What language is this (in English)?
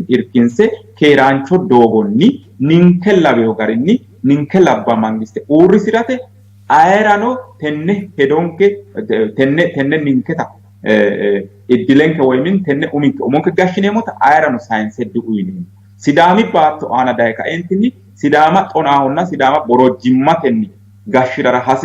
Sidamo